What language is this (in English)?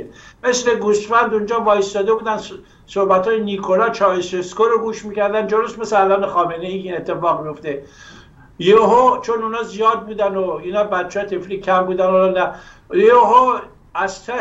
Persian